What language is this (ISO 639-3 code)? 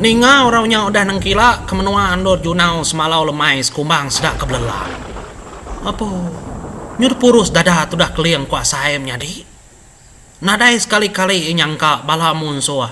iba